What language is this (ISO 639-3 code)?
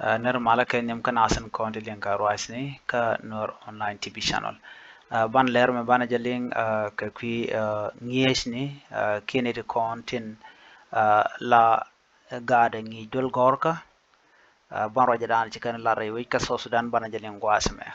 nus